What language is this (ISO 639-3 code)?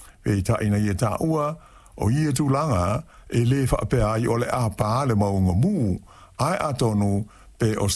smo